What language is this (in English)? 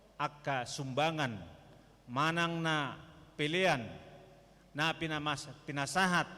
Batak Toba